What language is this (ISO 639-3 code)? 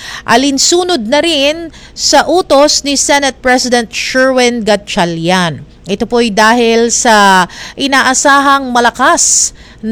fil